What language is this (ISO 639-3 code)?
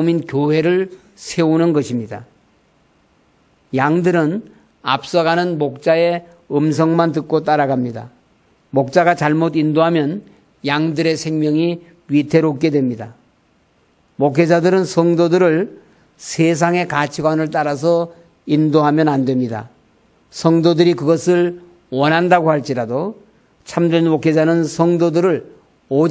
kor